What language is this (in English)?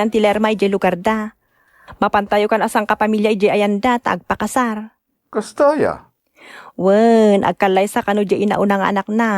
Iloko